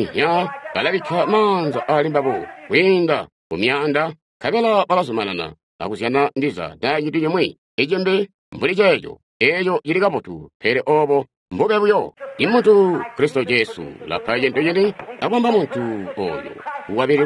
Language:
Tonga (Zambia)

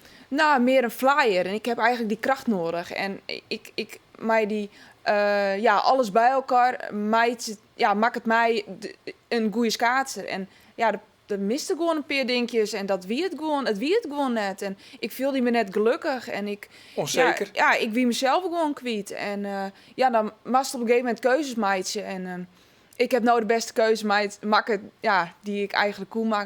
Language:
Western Frisian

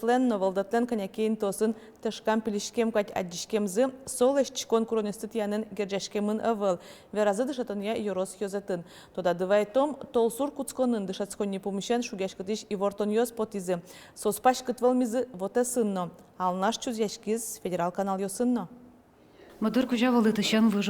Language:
Udmurt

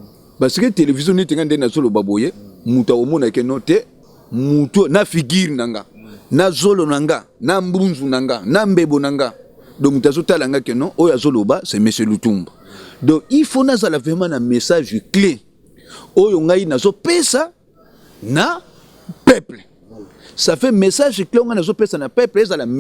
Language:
Lingala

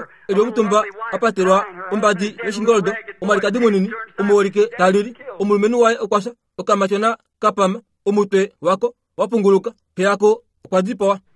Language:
Kuanyama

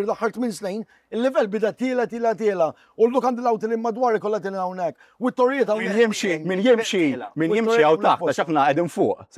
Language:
Maltese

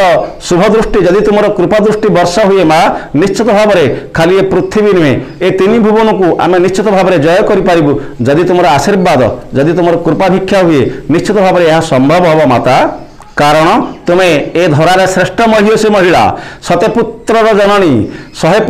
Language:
Odia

